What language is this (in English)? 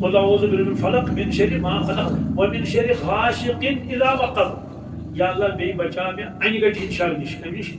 Kashmiri